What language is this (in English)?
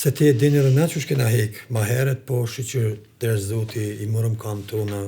Albanian